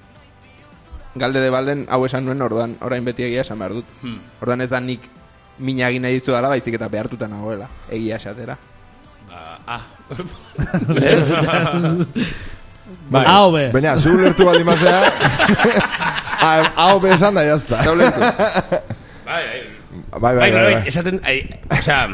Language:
Basque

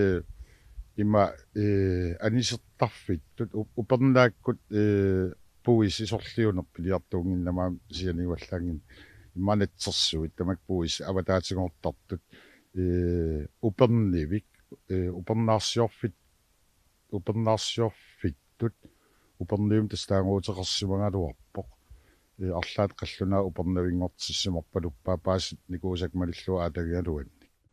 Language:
Kalaallisut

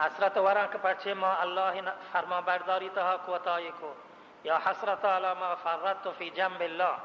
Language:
Baluchi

